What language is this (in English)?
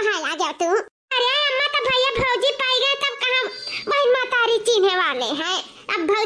Awadhi